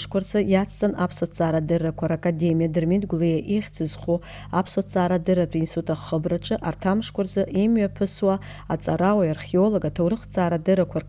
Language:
Abkhazian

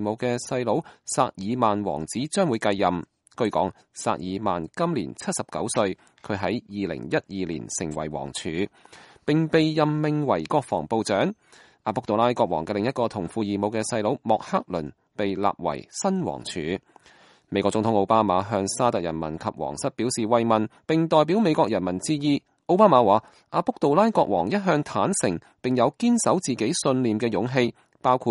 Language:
Cantonese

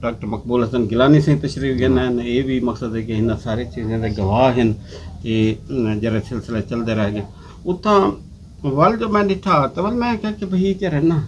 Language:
Saraiki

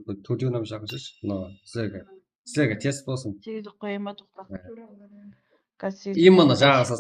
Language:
Kara-Kalpak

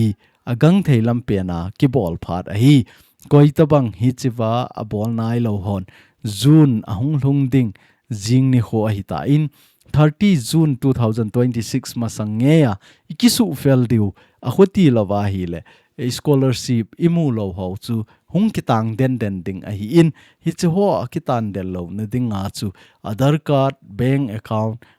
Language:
Thado Chin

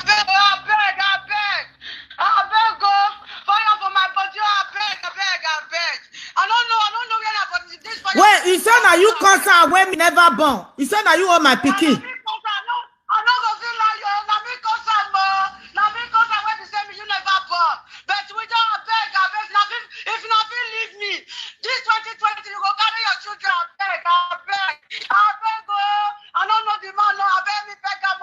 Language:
Nigerian Pidgin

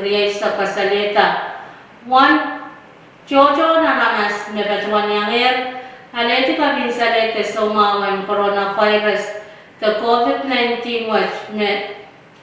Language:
Pohnpeian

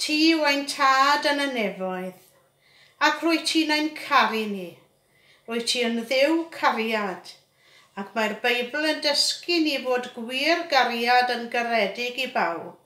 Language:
Welsh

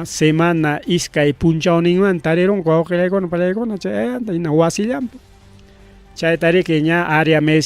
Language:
Ayacucho Quechua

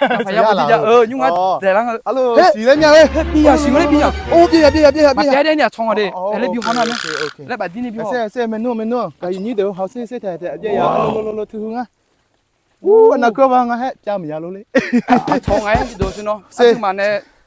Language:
Akha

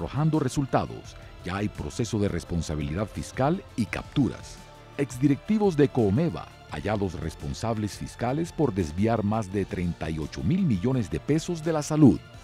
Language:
Spanish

